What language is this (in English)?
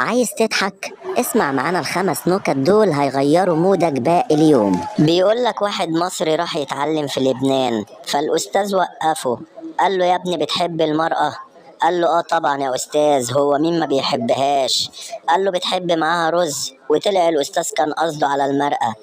Egyptian Arabic